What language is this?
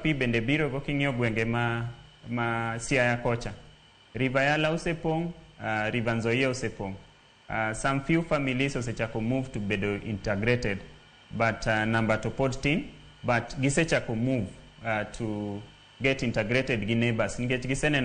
Luo (Kenya and Tanzania)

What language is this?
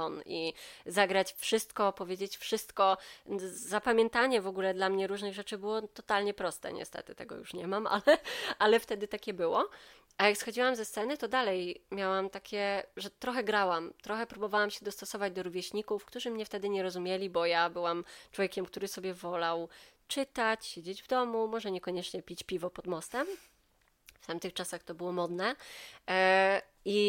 Polish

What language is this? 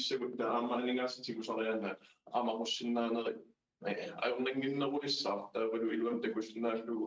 Kalaallisut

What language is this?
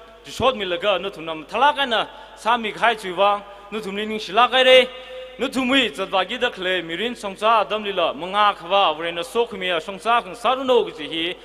Tangkhul Naga (India)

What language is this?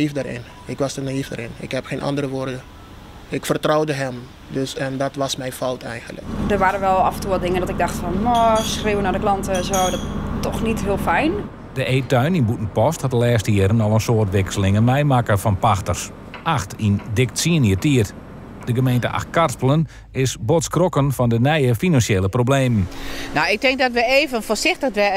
Western Frisian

